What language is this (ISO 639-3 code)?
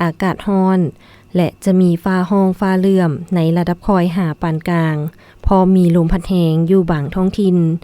lao